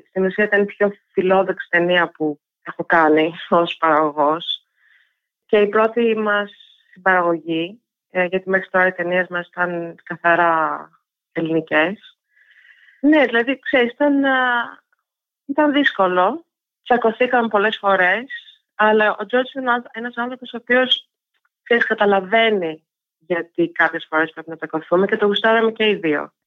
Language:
Greek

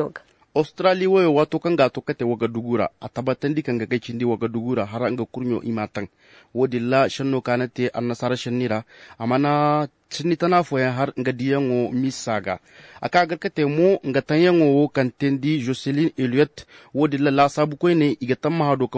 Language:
Zarma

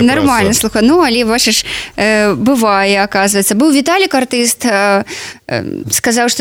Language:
Belarusian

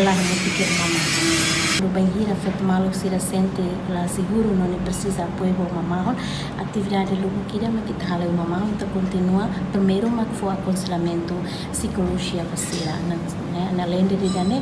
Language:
Tetum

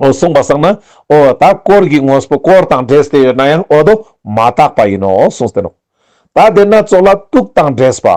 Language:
Ladakhi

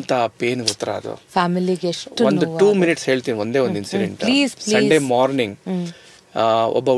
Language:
Kannada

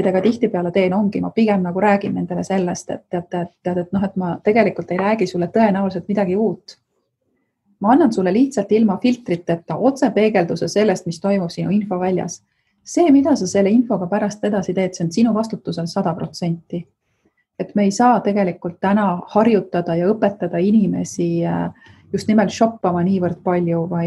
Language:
Estonian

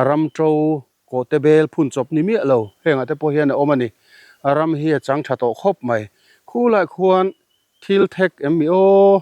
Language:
Mizo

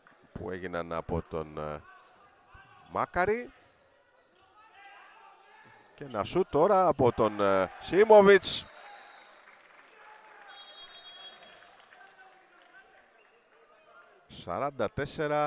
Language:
Greek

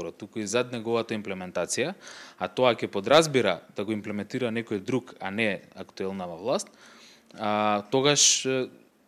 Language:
Macedonian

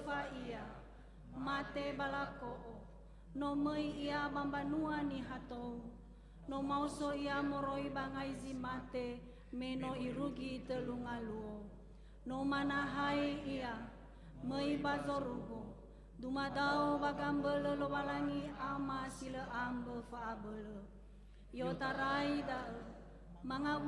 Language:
Nias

